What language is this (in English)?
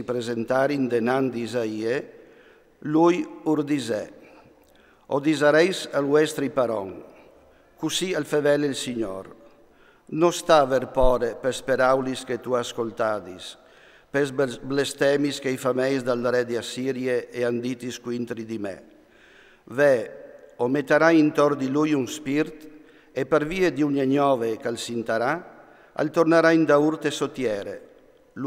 Friulian